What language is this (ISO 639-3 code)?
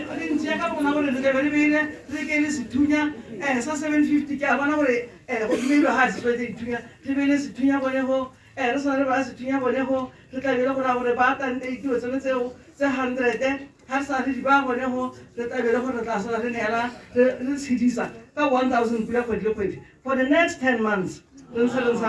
tsn